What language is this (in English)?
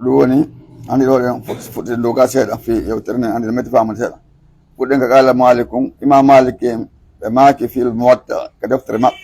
Pular